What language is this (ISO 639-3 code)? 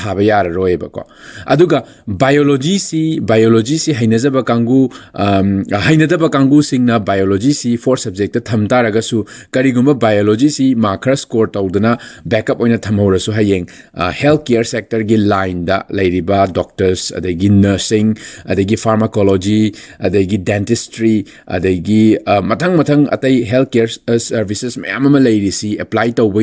mni